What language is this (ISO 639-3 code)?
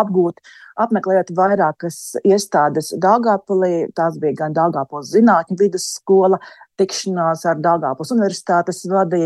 lav